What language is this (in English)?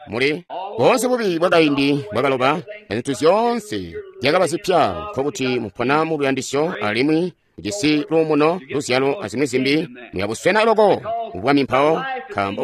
Tonga (Zambia)